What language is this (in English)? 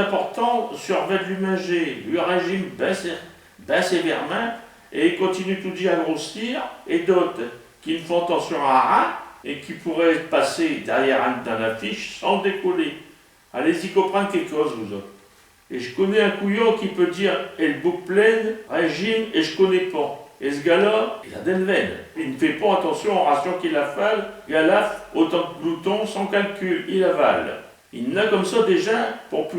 Picard